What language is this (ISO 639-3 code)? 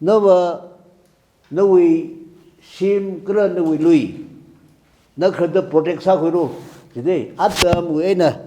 nmf